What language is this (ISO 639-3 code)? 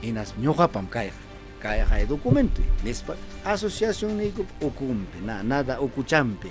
quy